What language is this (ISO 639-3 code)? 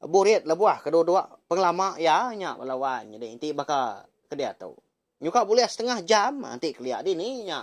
iba